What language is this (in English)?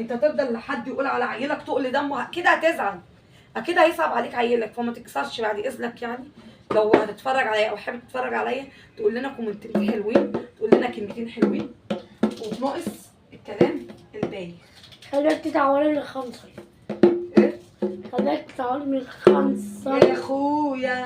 Egyptian Arabic